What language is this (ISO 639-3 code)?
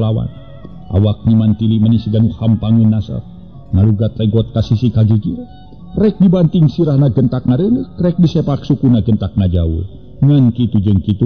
sun